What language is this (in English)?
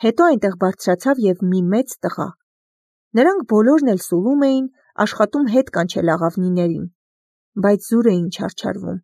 Armenian